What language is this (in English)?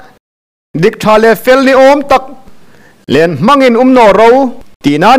Hmar